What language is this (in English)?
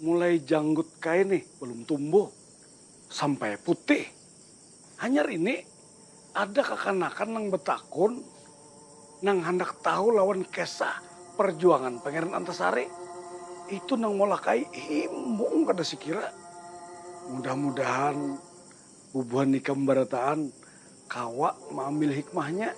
Banjar